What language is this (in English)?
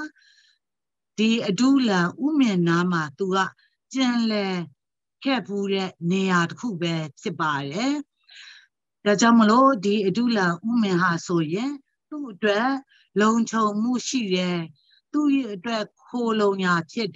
Burmese